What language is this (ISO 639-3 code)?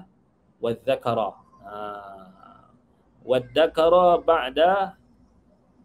msa